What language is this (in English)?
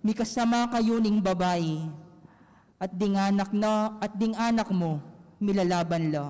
Pampanga